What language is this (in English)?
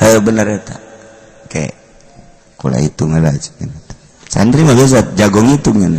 Sundanese